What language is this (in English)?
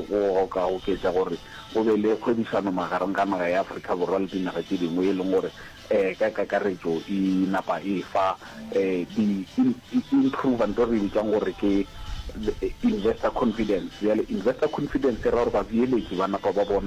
Northern Sotho